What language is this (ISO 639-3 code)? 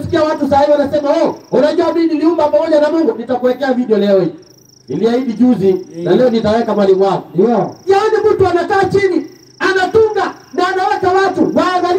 swa